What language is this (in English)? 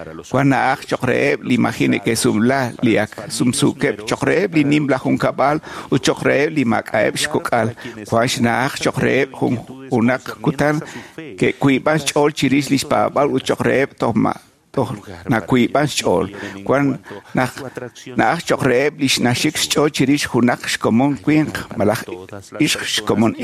Kekchí